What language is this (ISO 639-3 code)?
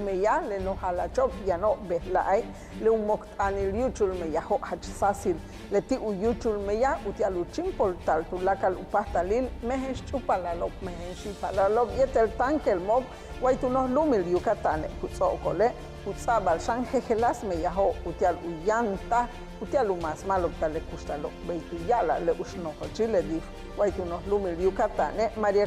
yua